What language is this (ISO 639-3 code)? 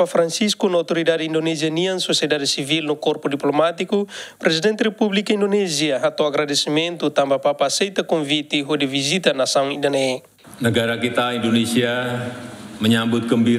tet